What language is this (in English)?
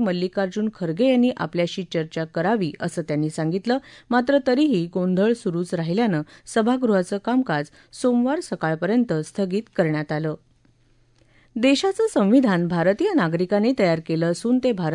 Marathi